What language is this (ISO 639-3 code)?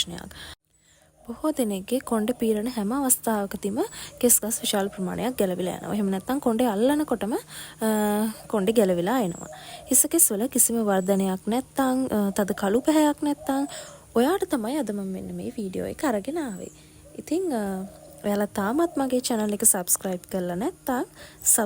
sin